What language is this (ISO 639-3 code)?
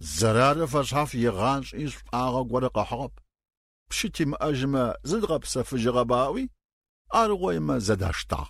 ady